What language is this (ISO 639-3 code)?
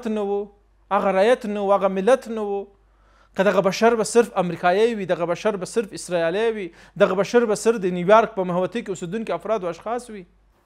pus